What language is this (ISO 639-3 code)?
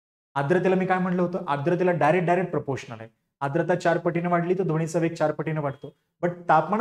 mar